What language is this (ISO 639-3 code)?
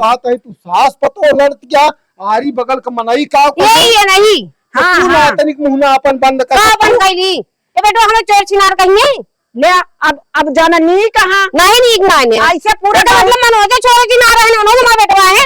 awa